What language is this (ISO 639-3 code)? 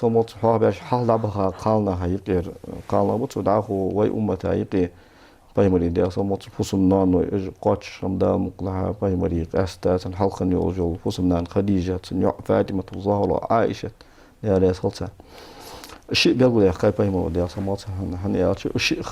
inh